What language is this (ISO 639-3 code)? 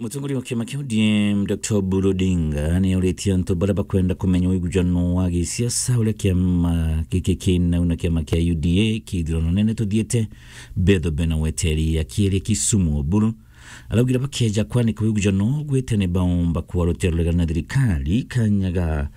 mer